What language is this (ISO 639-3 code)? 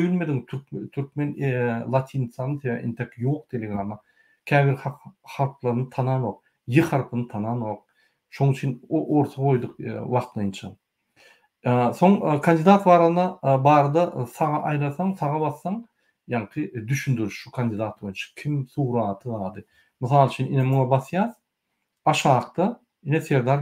tuk